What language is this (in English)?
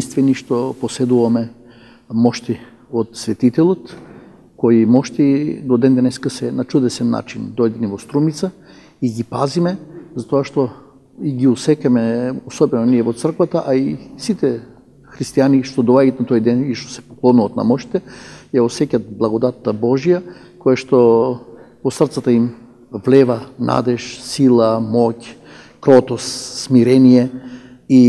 Macedonian